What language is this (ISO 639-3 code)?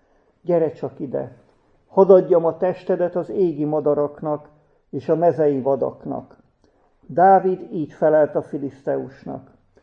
hun